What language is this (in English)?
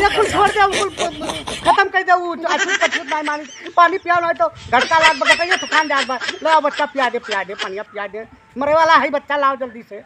Awadhi